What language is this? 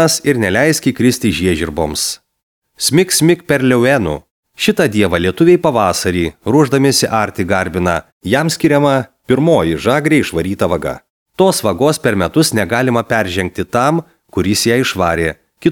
Lithuanian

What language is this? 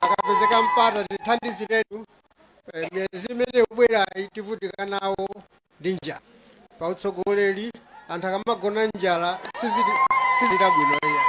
Nyanja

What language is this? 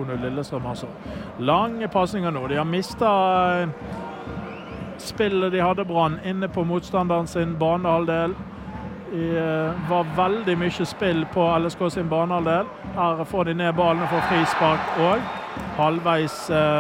Norwegian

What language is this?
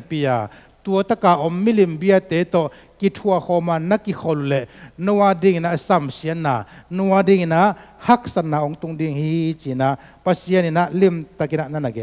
Tedim Chin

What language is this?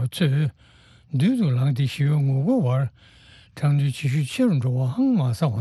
Tibetan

